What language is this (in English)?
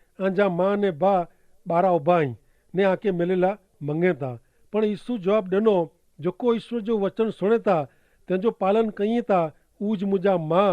Kachhi